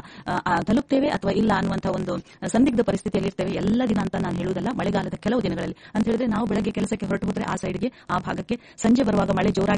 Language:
Kannada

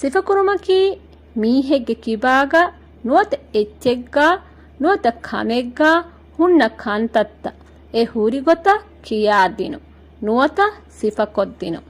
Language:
Divehi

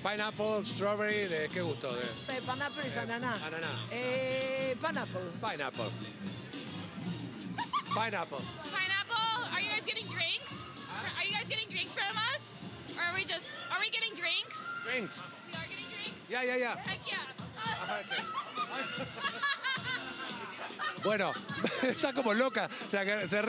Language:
Spanish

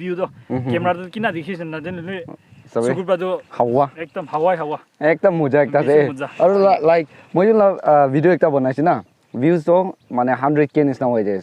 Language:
Naga Pidgin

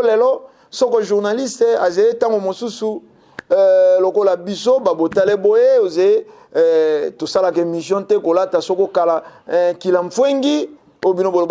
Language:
Lingala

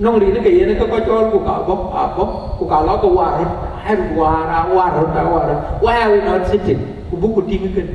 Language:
Dinka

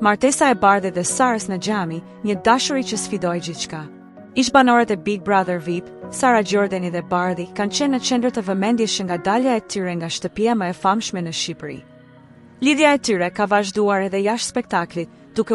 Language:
Albanian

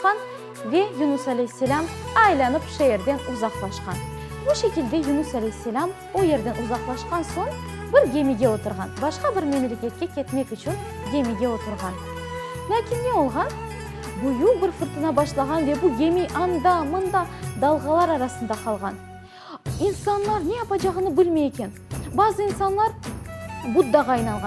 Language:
Crimean Tatar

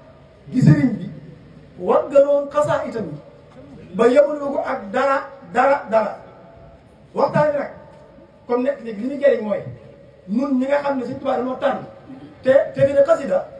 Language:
Wolof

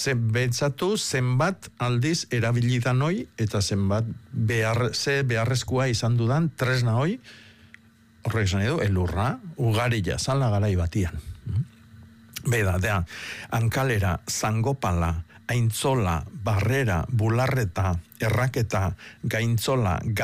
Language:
Basque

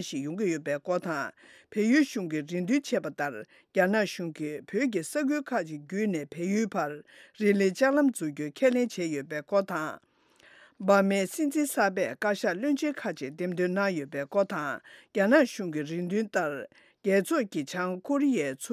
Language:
Tibetan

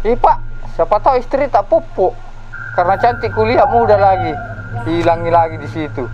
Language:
Makassar Malay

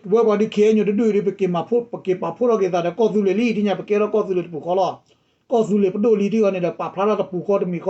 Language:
S'gaw Karen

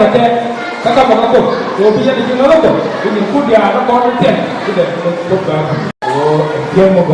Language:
Nuer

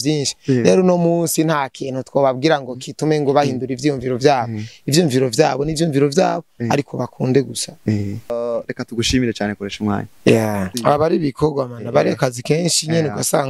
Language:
Rundi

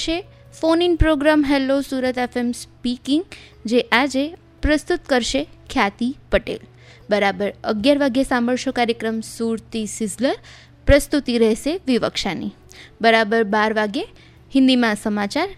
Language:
Gujarati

